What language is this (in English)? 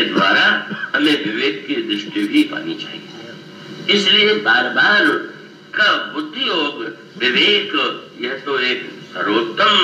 Hindi